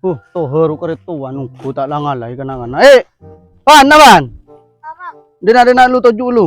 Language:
Madurese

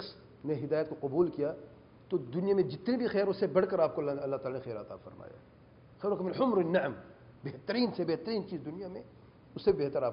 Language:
Urdu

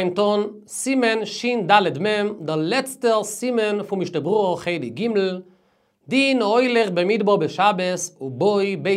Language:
Yiddish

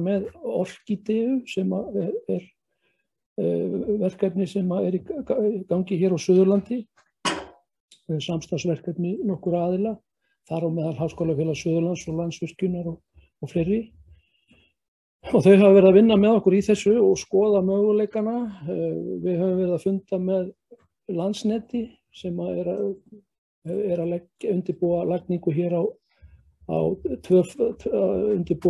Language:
Icelandic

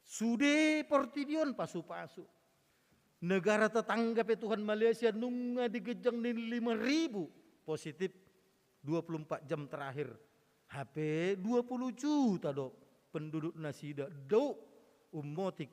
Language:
Batak Toba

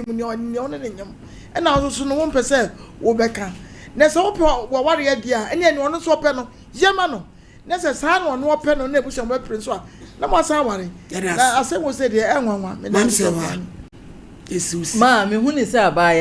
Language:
Akan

